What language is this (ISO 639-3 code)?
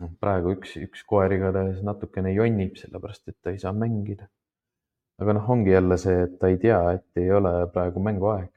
est